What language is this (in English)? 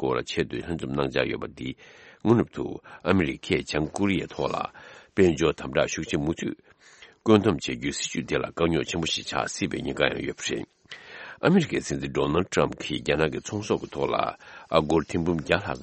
Tibetan